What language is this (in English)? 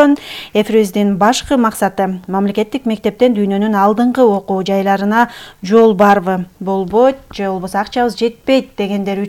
Kyrgyz